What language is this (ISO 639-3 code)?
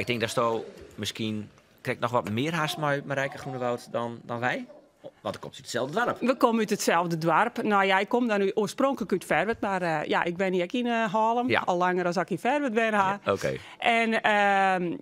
fry